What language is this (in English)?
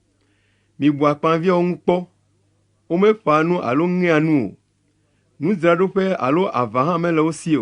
Ewe